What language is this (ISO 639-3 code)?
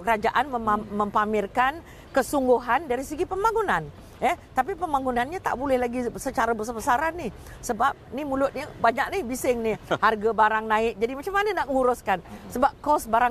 msa